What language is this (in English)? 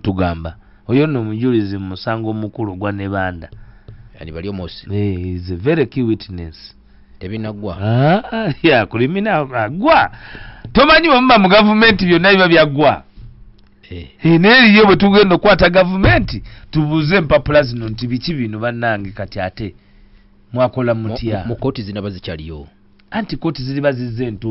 Ganda